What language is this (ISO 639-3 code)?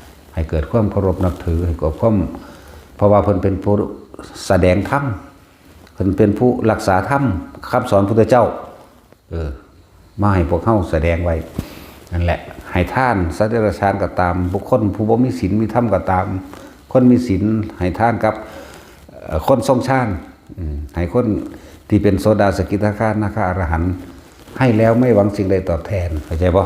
lao